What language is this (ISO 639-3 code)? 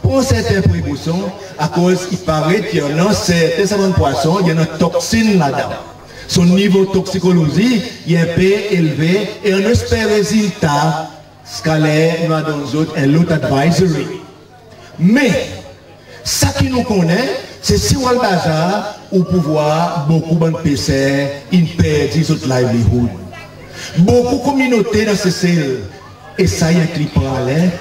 crs